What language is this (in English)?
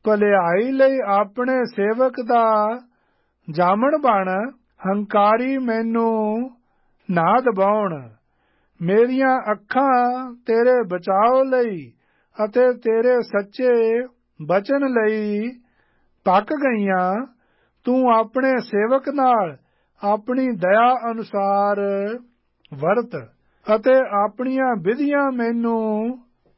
Punjabi